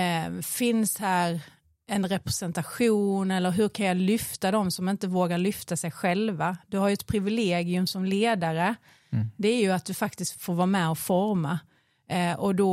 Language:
Swedish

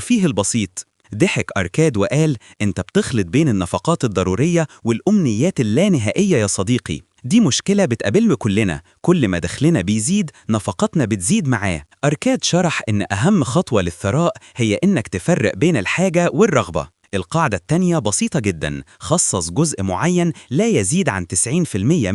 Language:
Egyptian Arabic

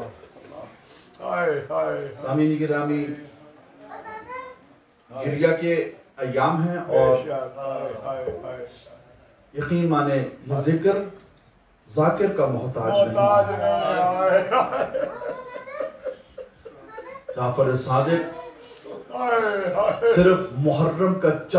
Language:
Urdu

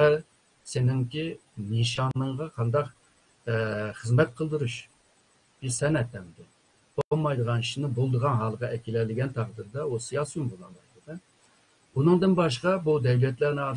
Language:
Uyghur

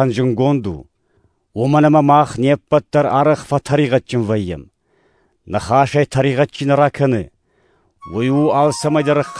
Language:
Ossetic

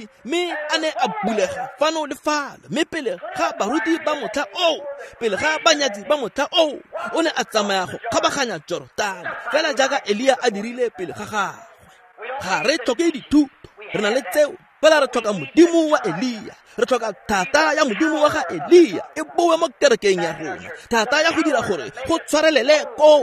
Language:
Tswana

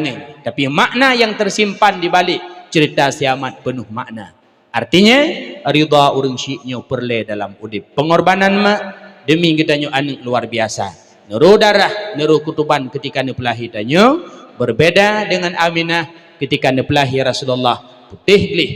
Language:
Achinese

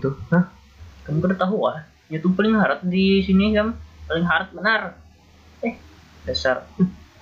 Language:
Banjar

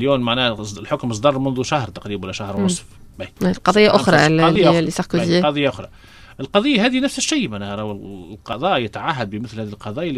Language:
Tunisian Arabic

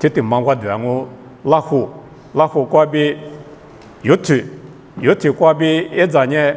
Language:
Lisu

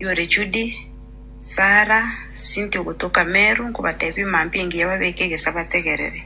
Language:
Gusii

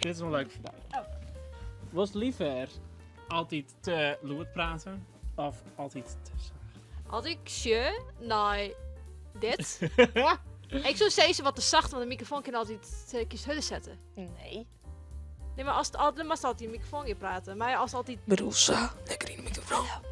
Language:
Western Frisian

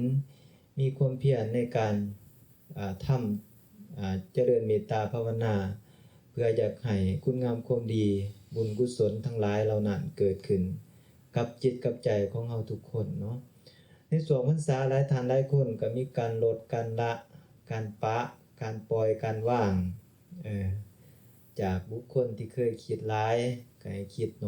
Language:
Lao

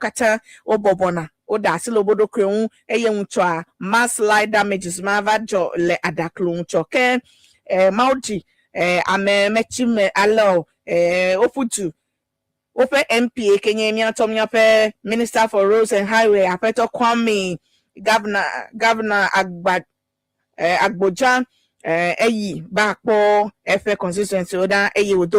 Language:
Ewe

